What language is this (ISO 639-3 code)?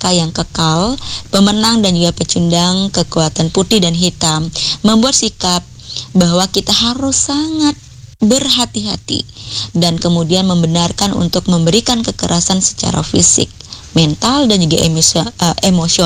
ind